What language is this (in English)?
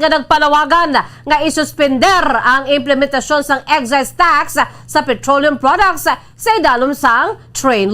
Hiligaynon